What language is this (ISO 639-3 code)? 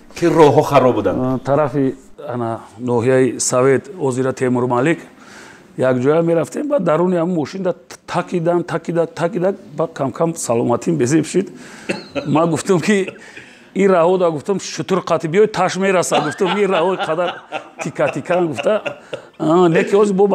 tgk